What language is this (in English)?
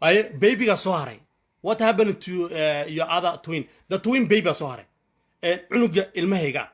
Somali